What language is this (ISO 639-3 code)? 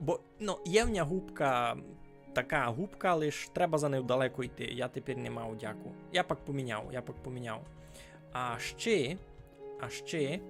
rue